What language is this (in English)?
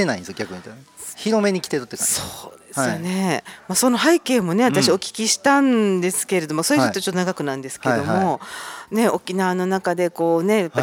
Japanese